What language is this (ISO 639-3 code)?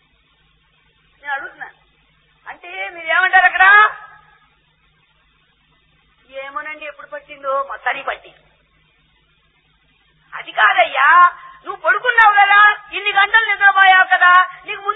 tel